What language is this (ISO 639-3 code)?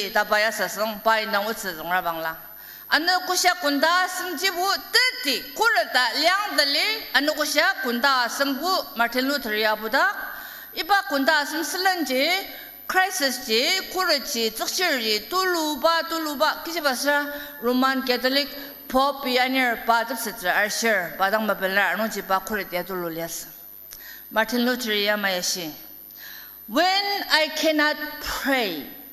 njo